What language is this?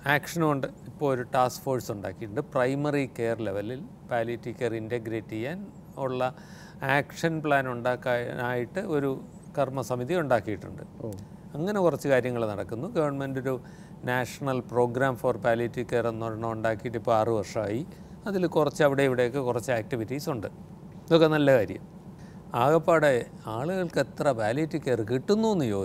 Malayalam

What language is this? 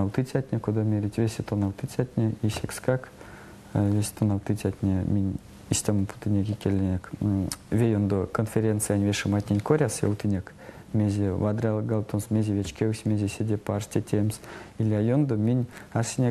Erzya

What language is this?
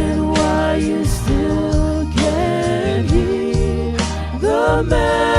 Samoan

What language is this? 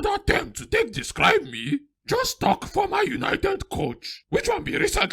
Nigerian Pidgin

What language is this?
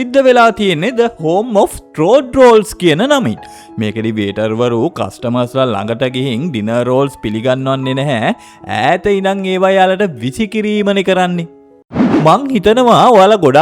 Sinhala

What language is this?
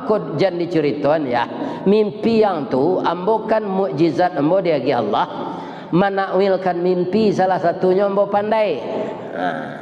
Minangkabau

